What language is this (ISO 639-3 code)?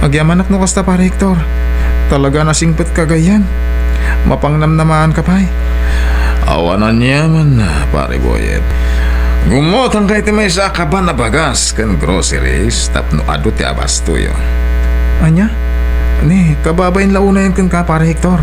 ilo